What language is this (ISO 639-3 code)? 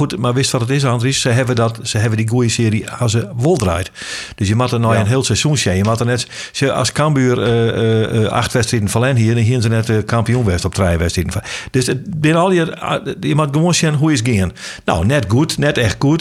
fry